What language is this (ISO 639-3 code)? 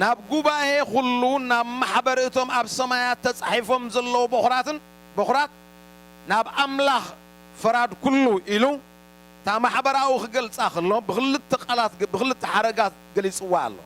tir